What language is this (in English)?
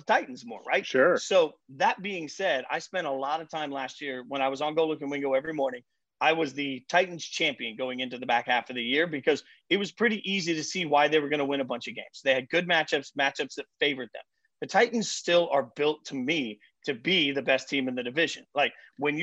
English